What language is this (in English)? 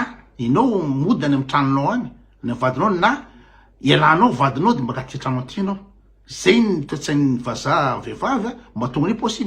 Malagasy